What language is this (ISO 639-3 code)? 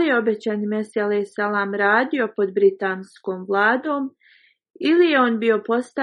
bos